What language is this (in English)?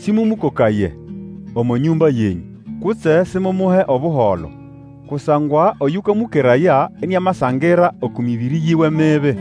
Nande